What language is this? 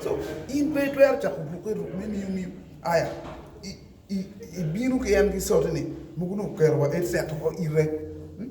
Acoli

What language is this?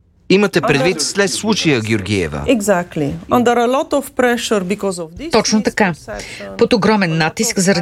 Bulgarian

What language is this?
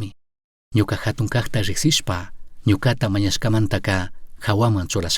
Chimborazo Highland Quichua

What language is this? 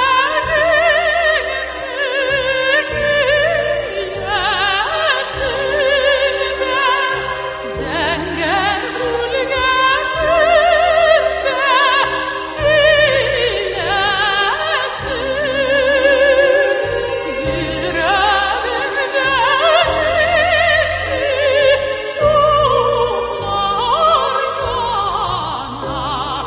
Tatar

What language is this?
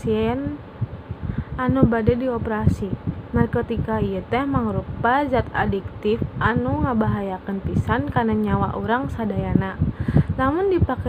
Sundanese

